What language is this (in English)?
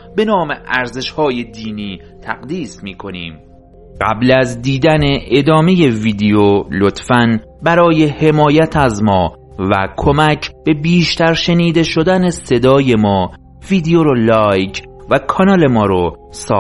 Persian